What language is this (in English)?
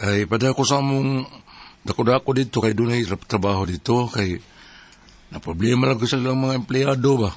Cebuano